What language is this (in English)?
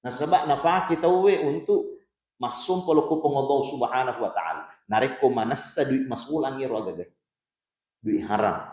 Buginese